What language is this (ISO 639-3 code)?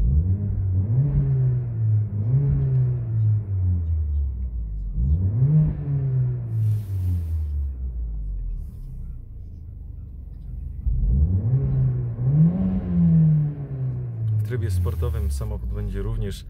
pol